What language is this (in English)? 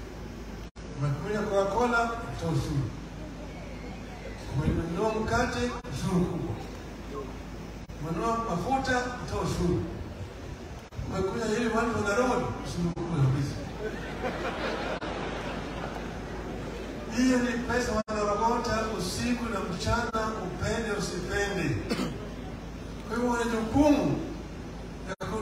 Swahili